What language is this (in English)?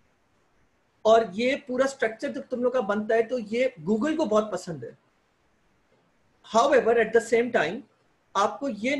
Hindi